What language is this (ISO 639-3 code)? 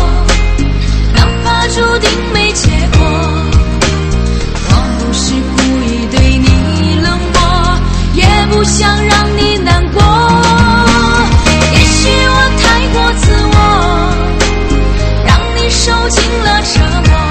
zho